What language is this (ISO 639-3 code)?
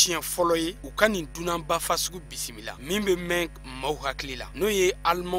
bam